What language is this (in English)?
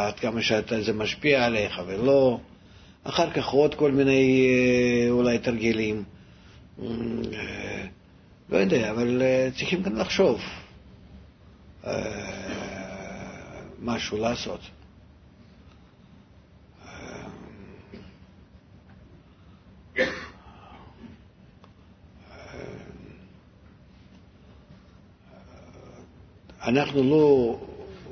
Hebrew